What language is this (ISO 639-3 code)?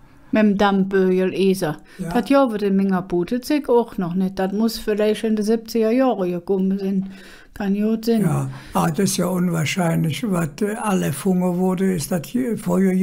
ksh